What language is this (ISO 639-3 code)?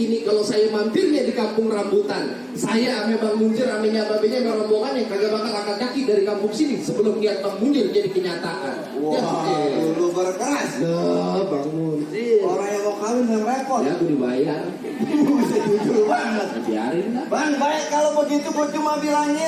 bew